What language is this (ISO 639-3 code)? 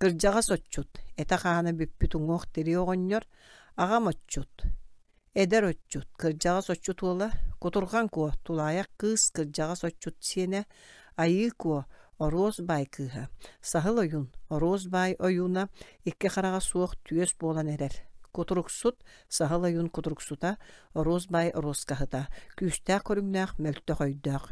sah